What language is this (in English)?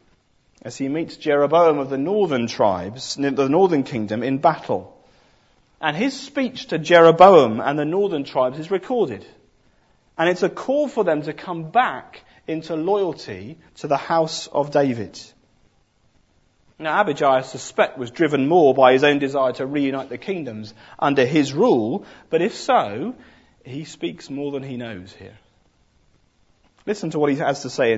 English